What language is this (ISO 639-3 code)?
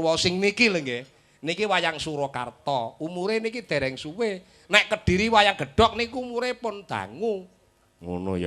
jav